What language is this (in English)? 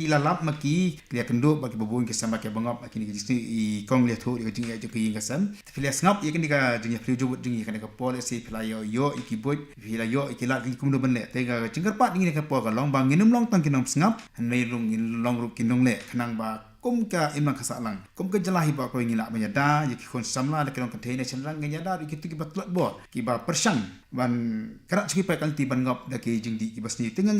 Khasi